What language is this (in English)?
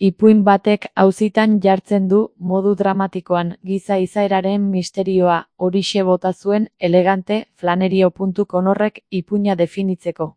Basque